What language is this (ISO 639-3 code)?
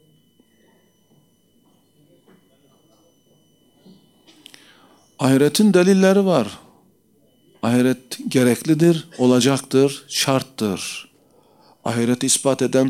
tur